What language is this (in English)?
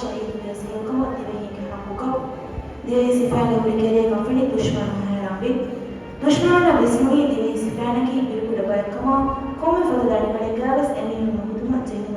Divehi